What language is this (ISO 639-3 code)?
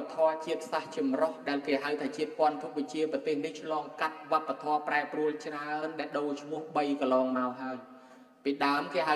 khm